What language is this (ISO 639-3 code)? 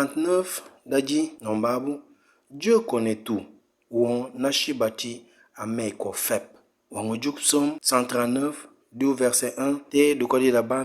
knf